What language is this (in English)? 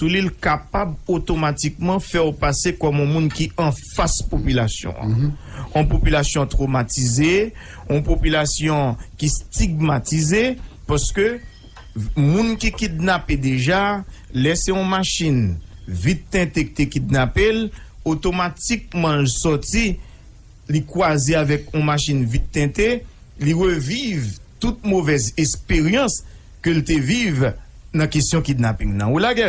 Haitian Creole